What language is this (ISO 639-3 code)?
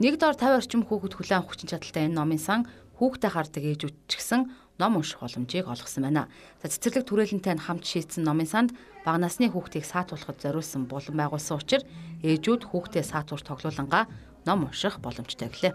mon